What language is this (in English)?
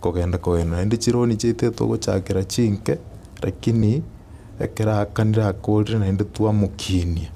Gusii